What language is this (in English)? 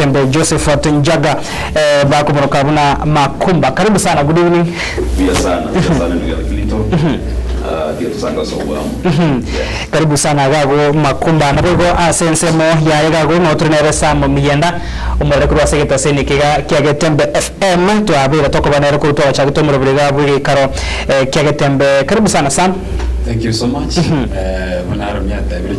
Gusii